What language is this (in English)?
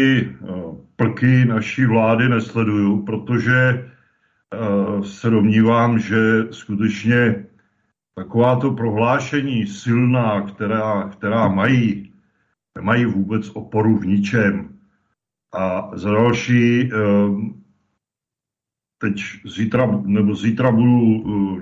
Czech